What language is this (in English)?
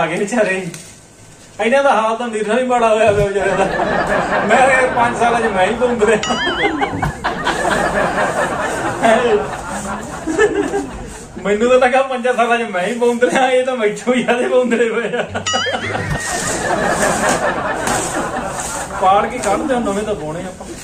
Punjabi